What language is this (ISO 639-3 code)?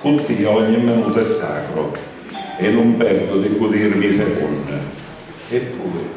scn